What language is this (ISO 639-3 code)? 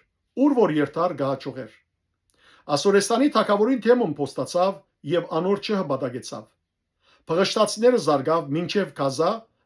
hyw